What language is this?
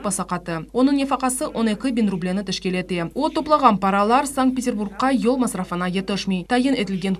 Crimean Tatar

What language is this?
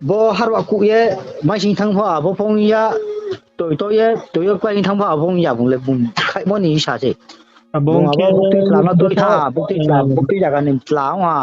Riang (India)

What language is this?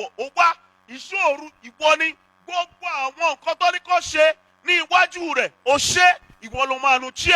Yoruba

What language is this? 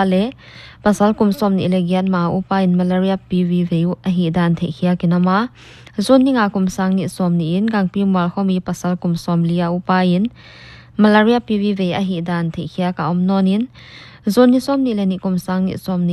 Paite Chin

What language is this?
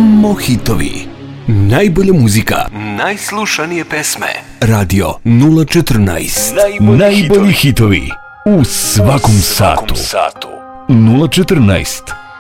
Serbian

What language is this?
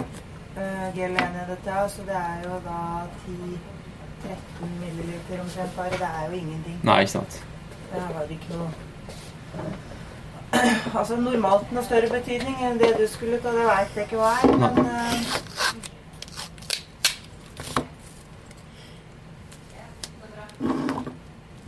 Norwegian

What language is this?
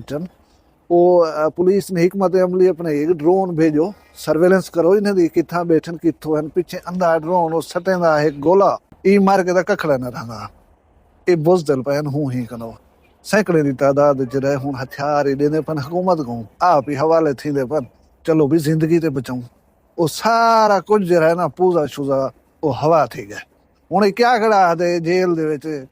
Saraiki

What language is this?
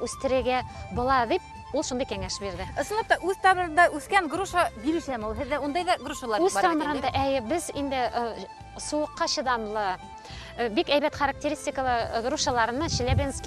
Bashkir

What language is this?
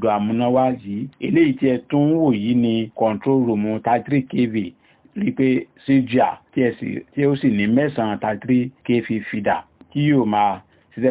Yoruba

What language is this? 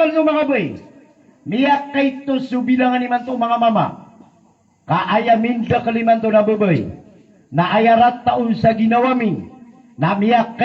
Maranao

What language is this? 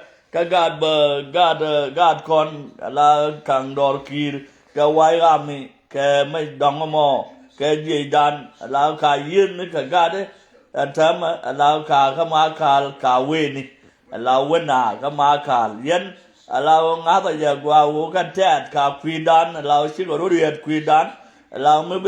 Nuer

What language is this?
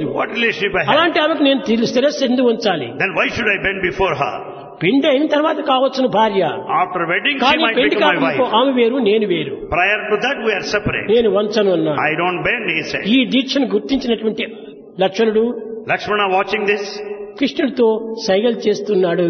Telugu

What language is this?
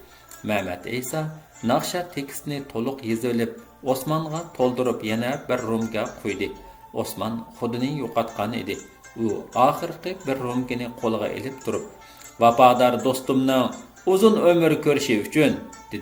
Uyghur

